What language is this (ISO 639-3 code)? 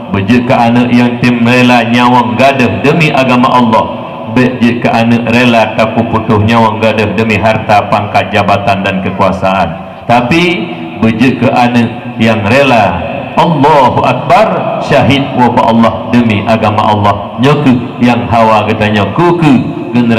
ace